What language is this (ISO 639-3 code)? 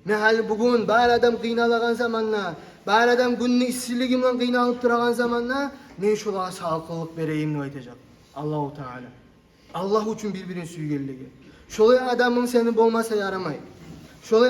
kum